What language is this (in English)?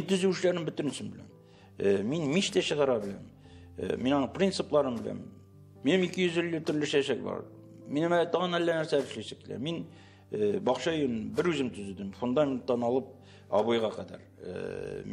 Tatar